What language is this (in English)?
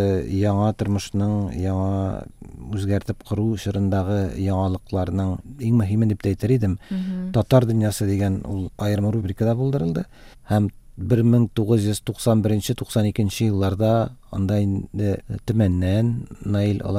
Tatar